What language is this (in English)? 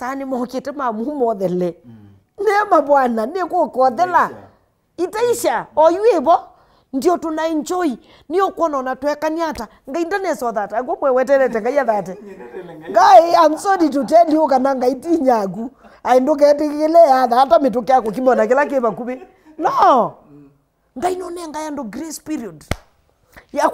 Kamba